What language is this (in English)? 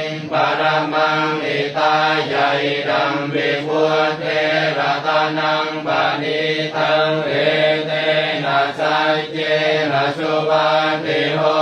Pali